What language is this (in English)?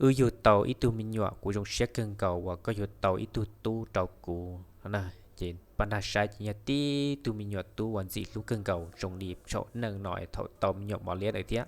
Hmong